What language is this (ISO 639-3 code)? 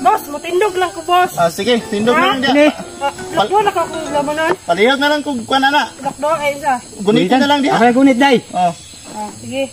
ceb